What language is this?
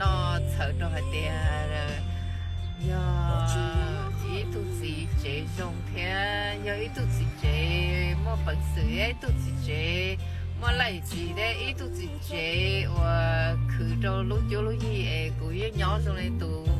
Hmong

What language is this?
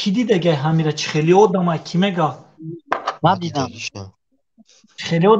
Tajik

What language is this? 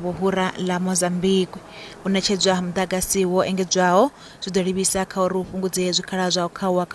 Venda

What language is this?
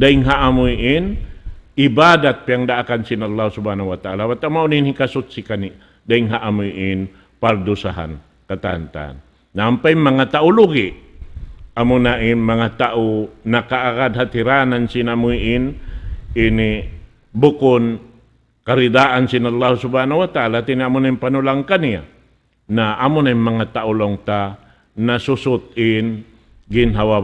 Tausug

